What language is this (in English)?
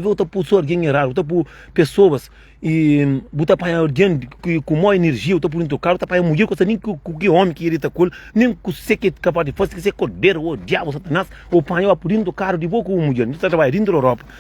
Kabuverdianu